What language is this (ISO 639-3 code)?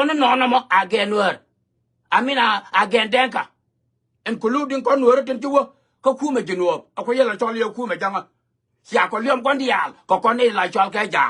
nus